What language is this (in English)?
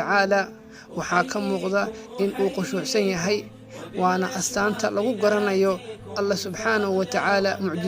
Somali